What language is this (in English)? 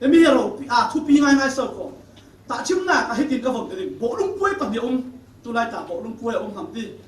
Falam Chin